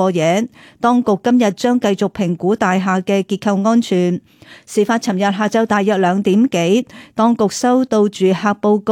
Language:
Cantonese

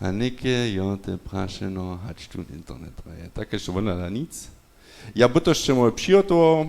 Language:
Upper Sorbian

